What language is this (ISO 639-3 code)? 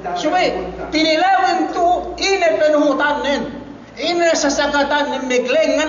yka